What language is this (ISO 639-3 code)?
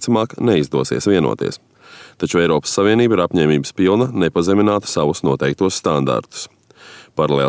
lav